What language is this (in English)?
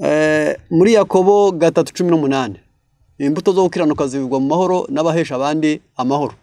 Kinyarwanda